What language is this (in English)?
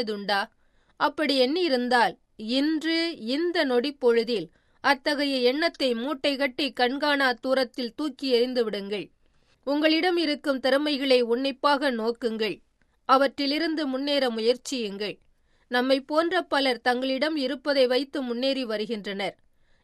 Tamil